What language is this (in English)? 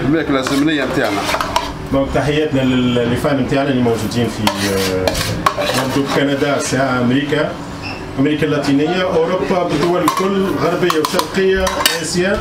Tunisian Arabic